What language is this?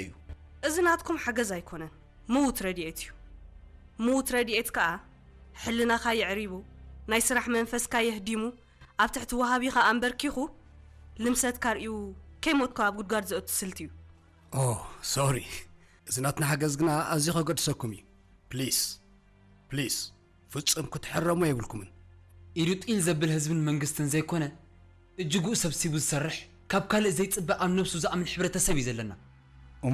Tigrinya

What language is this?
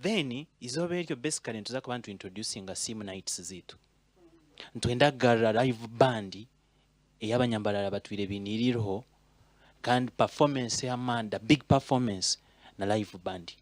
Nyankole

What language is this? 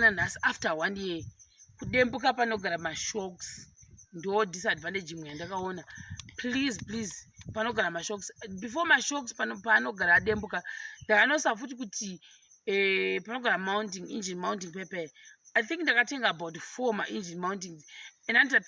Shona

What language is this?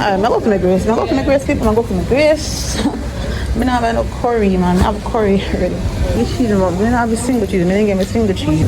Jamaican Creole English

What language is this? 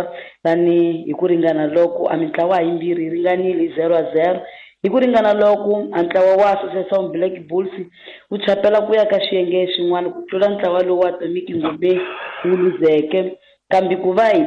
Tsonga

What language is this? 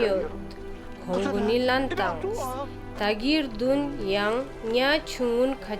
Ladakhi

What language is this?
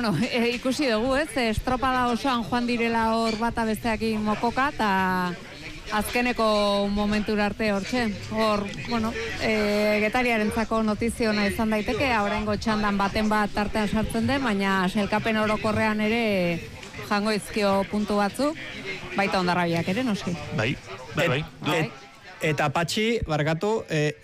Basque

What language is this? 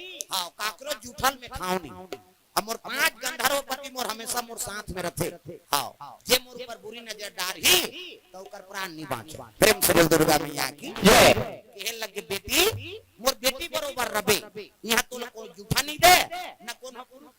Chhattisgarhi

